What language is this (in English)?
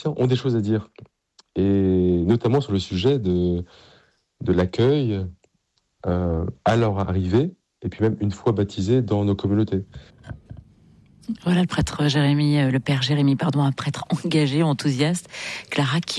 French